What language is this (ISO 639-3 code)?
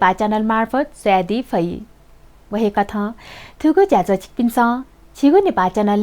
new